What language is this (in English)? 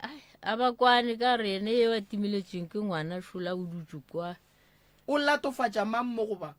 Northern Sotho